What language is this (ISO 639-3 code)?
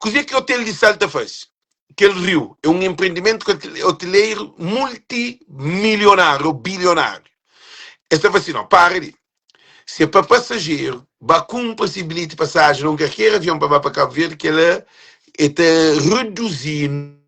kea